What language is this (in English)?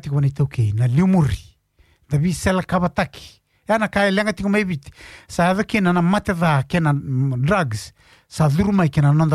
Fijian